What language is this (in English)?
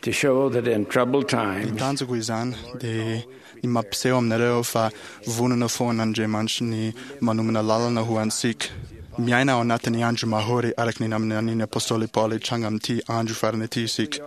Malagasy